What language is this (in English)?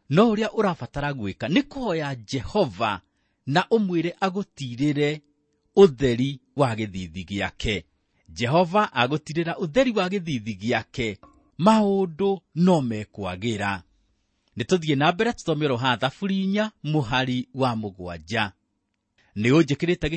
Kikuyu